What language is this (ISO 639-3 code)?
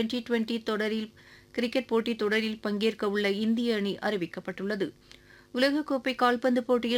tam